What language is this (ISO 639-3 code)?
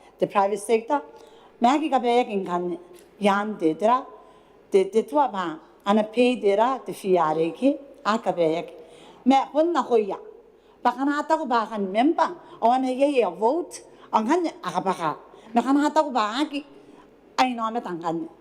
gil